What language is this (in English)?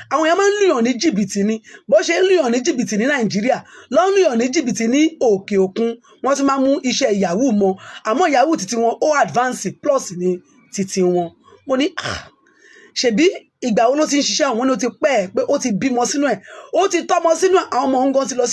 Yoruba